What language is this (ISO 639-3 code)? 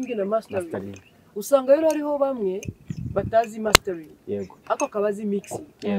kin